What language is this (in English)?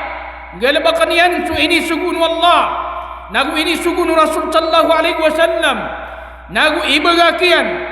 Maranao